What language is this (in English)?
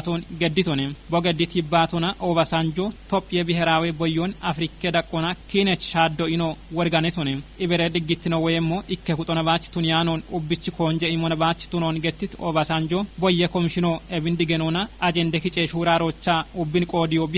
Kafa